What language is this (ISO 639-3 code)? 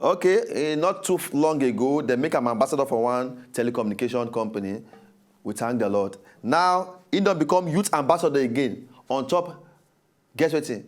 pcm